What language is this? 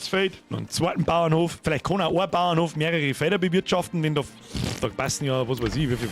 Bavarian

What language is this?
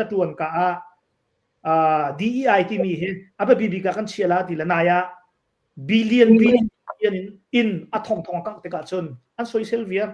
Hakha Chin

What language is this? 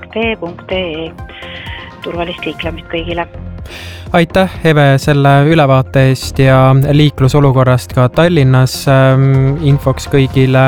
Estonian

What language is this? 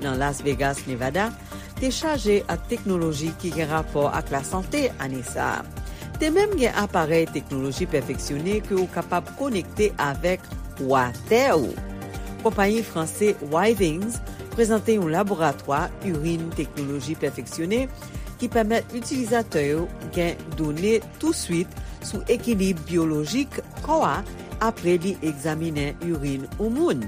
Haitian Creole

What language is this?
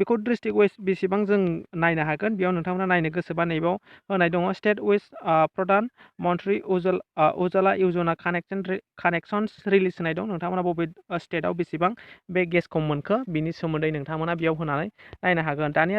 Bodo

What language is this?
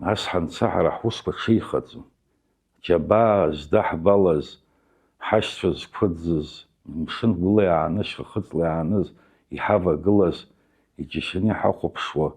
Abkhazian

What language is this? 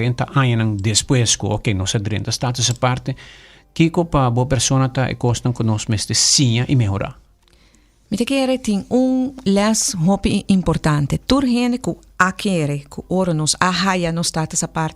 Papiamento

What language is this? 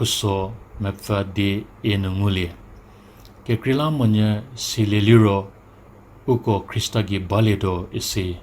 Angami Naga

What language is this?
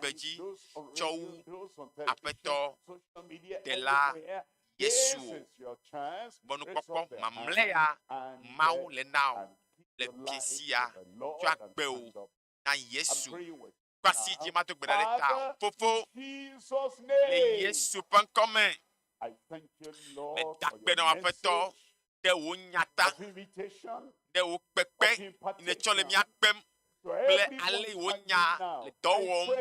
Ewe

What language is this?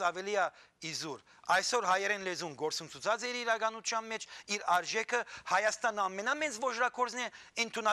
Western Armenian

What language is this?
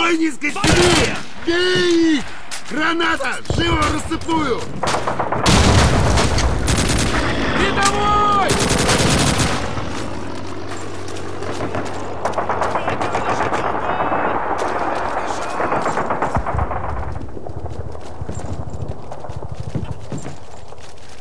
Russian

